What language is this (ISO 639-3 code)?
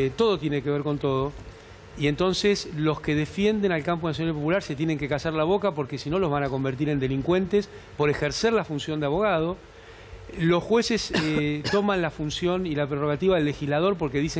spa